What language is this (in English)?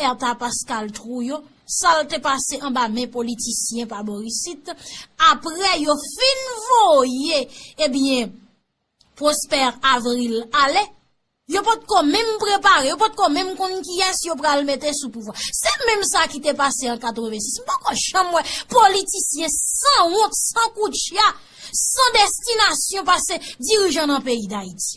Haitian Creole